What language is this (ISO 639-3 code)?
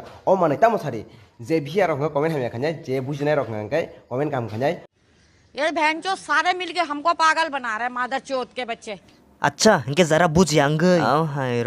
trp